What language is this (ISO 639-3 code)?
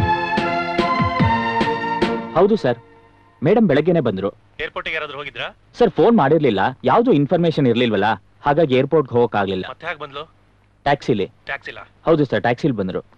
kan